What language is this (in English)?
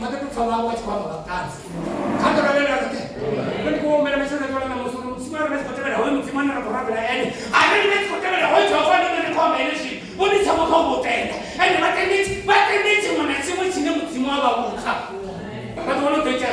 Venda